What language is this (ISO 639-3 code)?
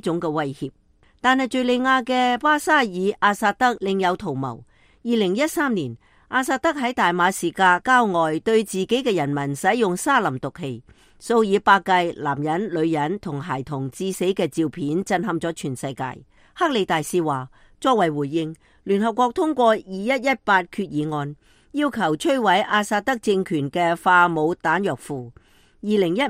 yue